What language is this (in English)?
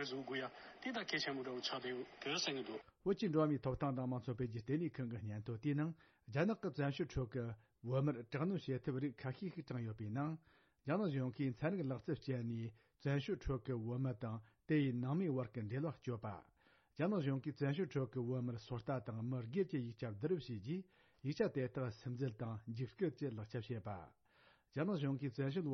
Tibetan